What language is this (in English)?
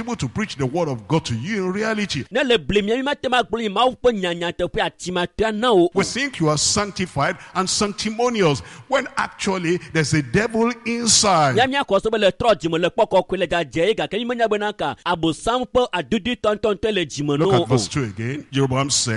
Ewe